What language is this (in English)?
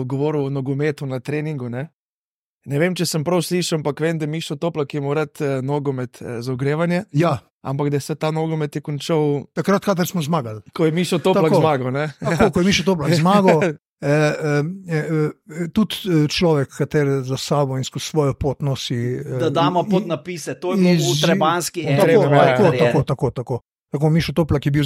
Slovenian